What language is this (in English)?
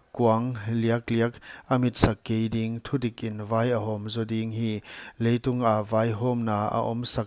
Paite Chin